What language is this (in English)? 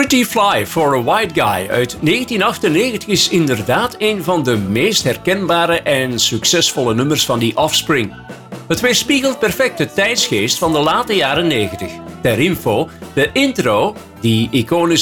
Dutch